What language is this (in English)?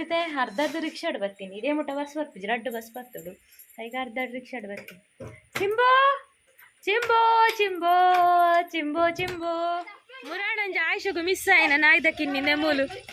Tulu